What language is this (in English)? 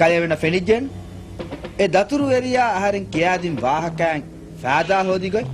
Divehi